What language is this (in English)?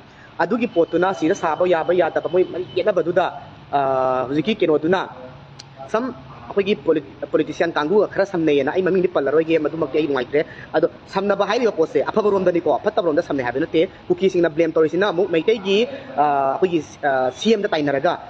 Manipuri